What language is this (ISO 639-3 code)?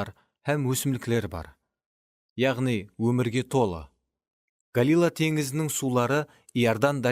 kaa